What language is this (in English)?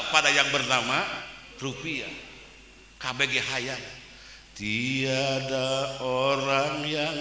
Sundanese